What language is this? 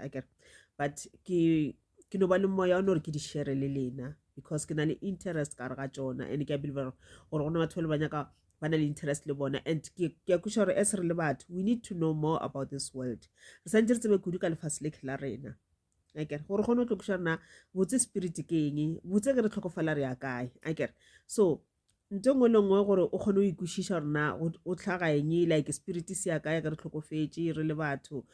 Northern Sotho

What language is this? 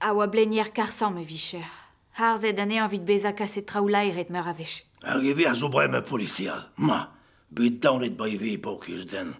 Breton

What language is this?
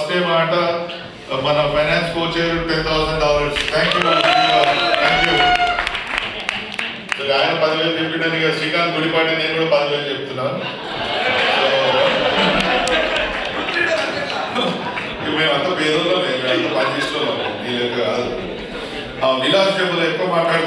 Telugu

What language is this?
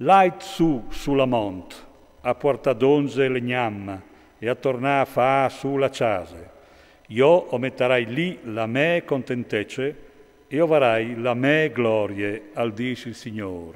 Friulian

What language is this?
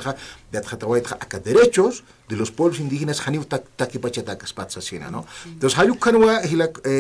Aymara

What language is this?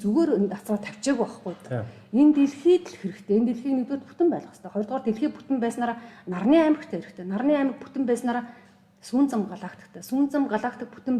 Mongolian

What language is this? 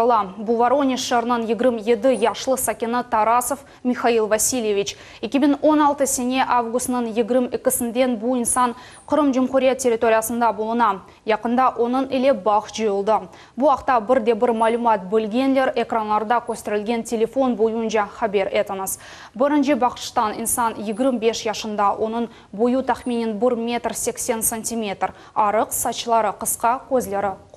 Crimean Tatar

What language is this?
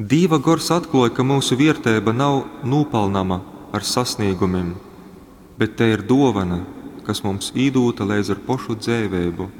Latgalian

